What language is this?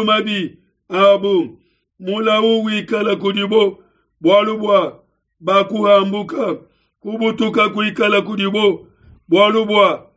Luba-Lulua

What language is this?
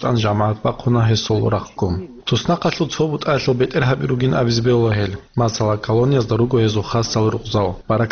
Avaric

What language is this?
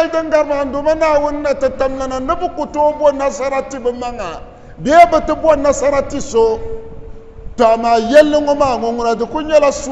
Dagbani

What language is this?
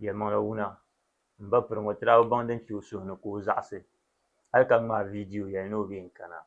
Dagbani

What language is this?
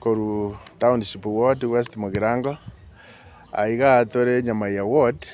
Gusii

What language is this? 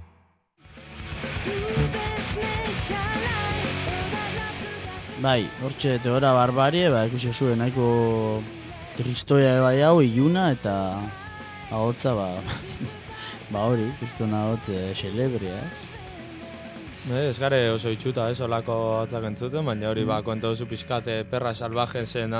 Basque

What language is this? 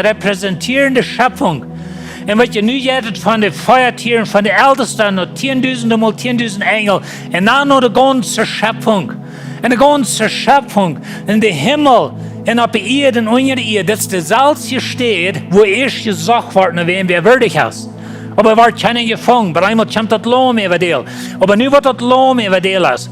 Plautdietsch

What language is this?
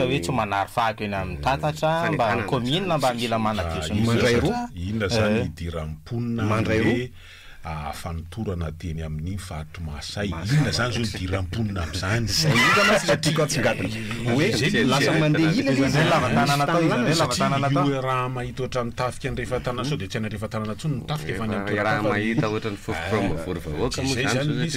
Malagasy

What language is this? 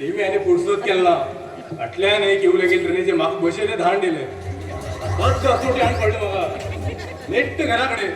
Konkani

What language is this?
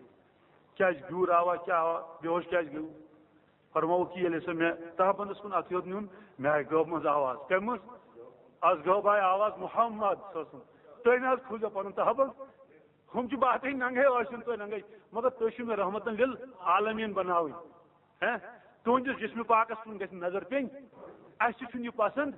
Kashmiri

